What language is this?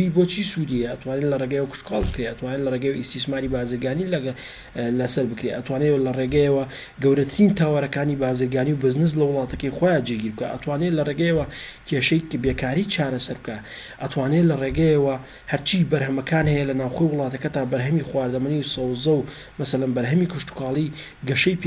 Central Kurdish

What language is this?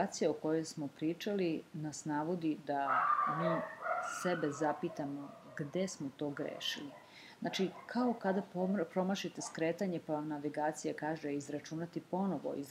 Serbian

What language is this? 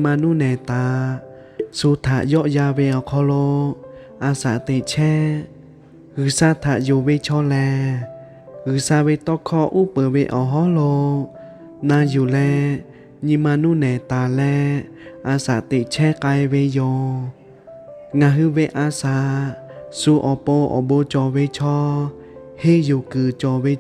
Lahu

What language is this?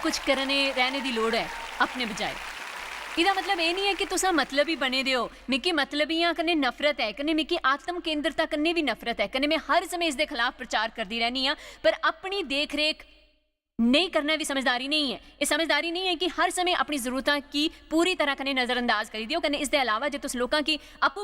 Dogri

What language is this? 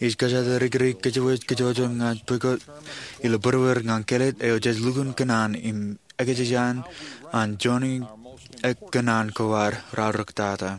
Marshallese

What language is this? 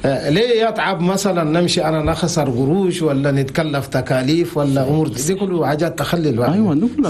Chadian Arabic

